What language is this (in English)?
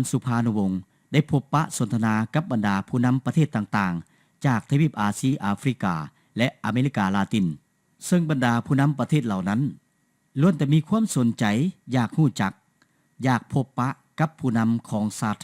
Lao